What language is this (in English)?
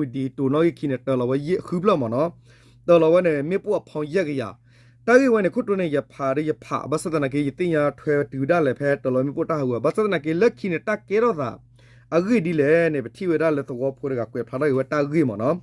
S'gaw Karen